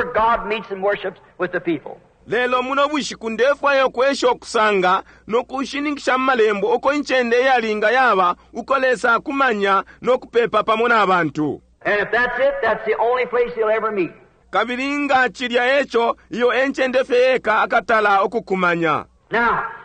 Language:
Bemba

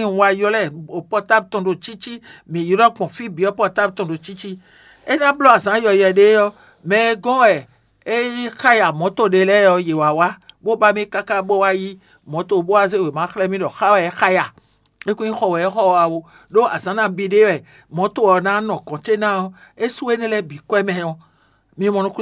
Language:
Fon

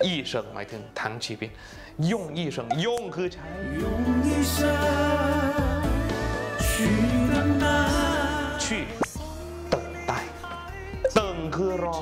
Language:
Thai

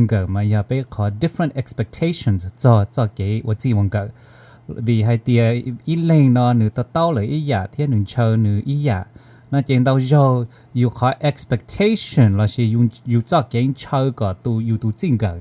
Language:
Hmong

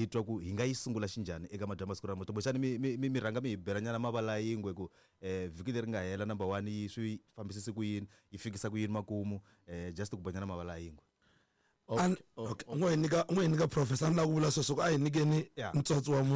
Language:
Tsonga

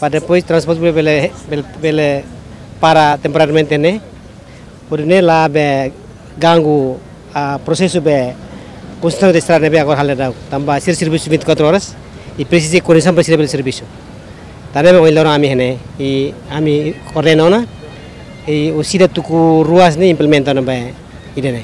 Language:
Tetum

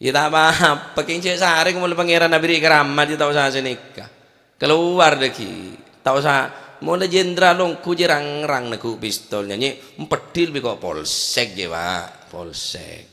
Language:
Madurese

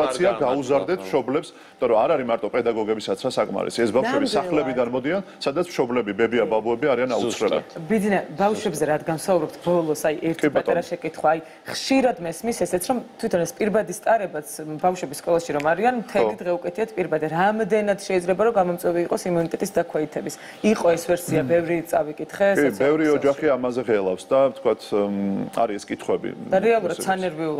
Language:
Georgian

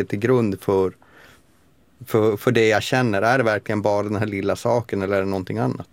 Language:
Swedish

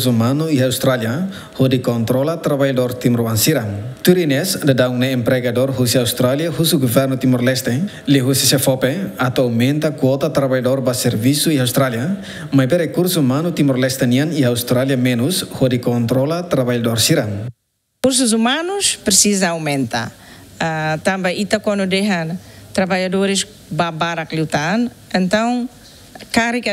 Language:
Tetum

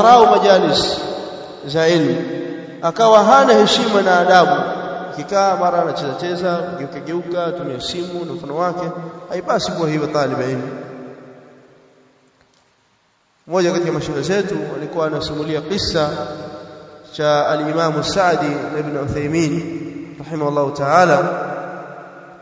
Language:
Swahili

